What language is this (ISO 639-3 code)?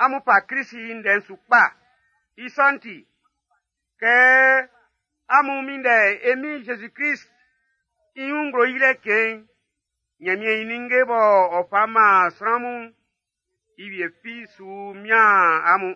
bci